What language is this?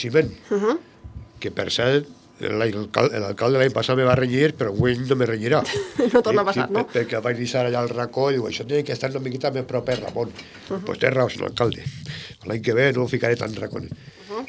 Catalan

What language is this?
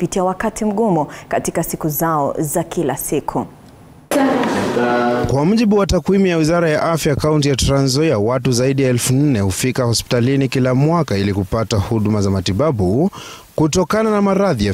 Swahili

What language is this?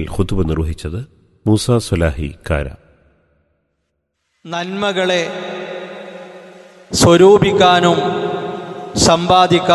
Malayalam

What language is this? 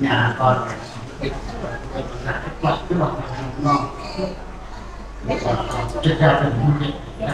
Central Mnong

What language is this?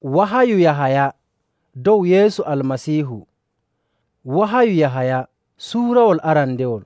Nigerian Fulfulde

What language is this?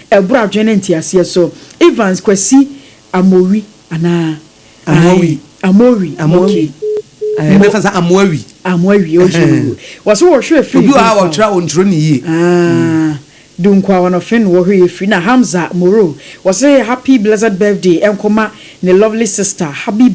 Akan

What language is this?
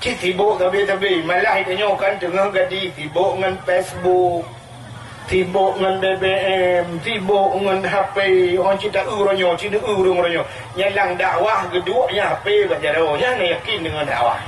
Achinese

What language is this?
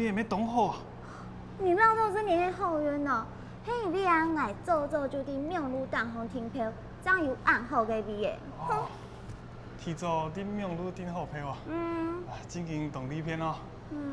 Hakka Chinese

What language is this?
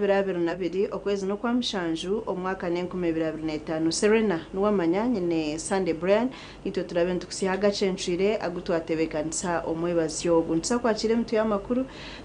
Nyankole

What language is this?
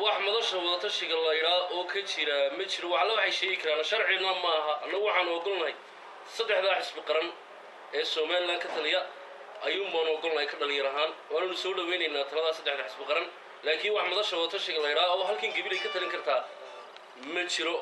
Somali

